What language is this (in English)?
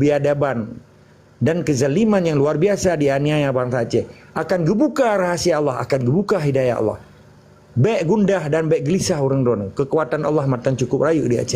Achinese